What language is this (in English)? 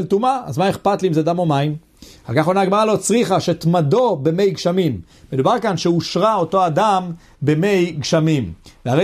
Hebrew